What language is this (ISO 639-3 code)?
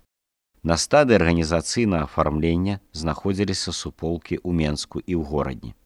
bel